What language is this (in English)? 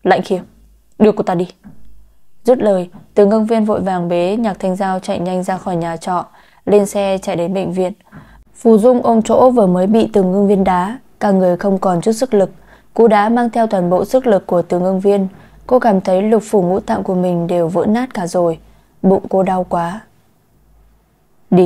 Vietnamese